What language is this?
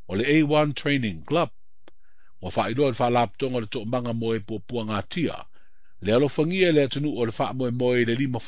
Samoan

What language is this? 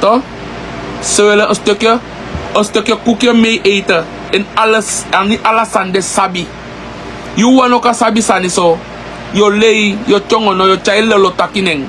Sranan Tongo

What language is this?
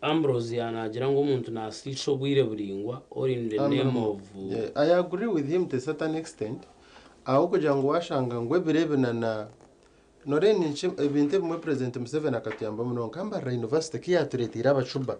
Nyankole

